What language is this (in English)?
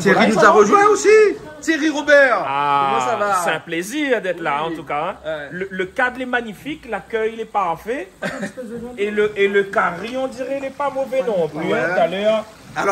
Réunion Creole French